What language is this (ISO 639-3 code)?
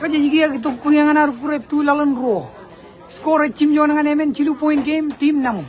mah